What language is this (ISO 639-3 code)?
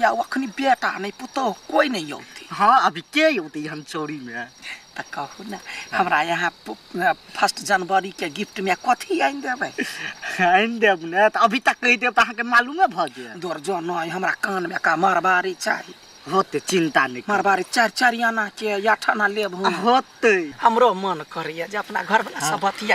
mai